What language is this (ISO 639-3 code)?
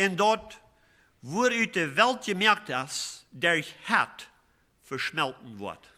pdt